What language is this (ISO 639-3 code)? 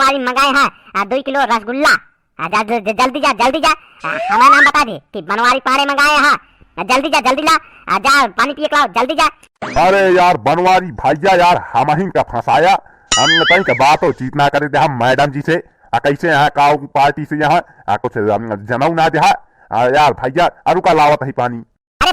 awa